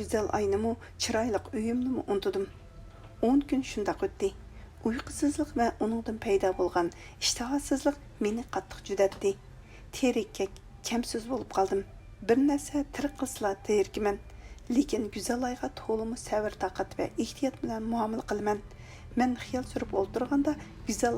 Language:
Uyghur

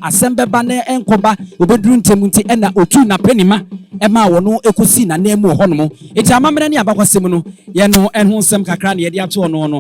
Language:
Akan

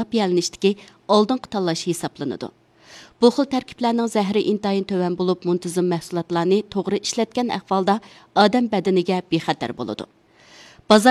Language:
Uyghur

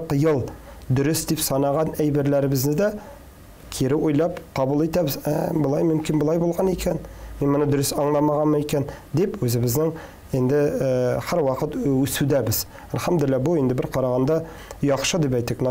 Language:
Tatar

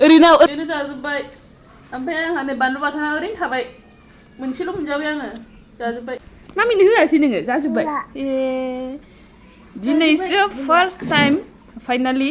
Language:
Bodo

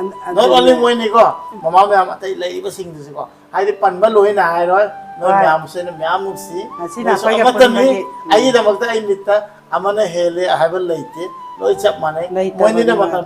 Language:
Manipuri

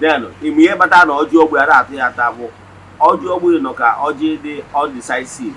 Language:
Igbo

